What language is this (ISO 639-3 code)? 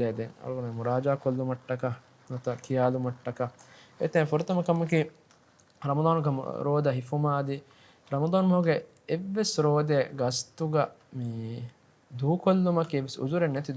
div